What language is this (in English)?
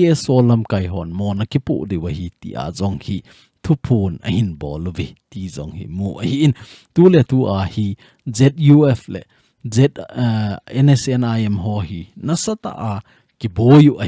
Thado Chin